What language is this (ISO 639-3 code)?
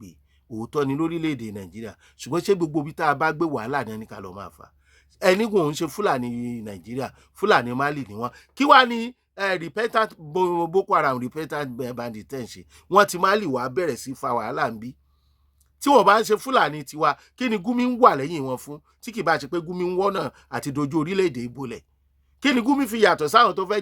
yor